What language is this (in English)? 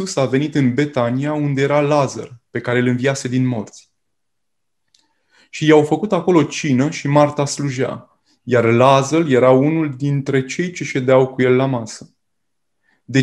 Romanian